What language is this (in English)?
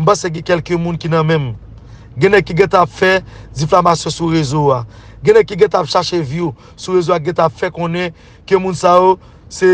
Haitian Creole